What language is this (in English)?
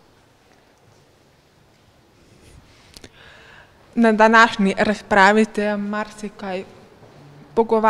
Slovenian